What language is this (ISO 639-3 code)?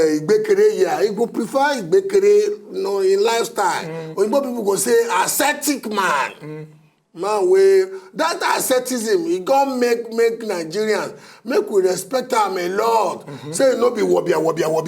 pcm